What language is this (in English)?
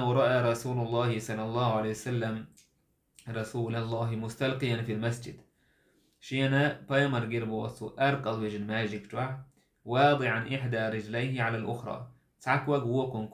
Chechen